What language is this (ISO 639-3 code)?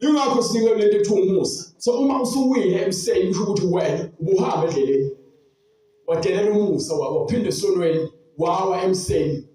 zul